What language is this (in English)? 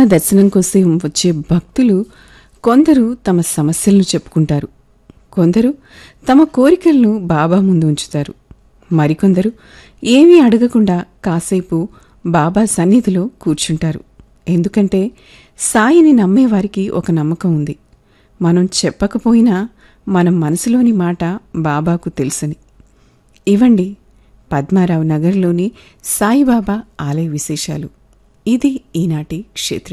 Telugu